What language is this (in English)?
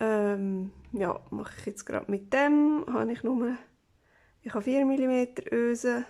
Swiss German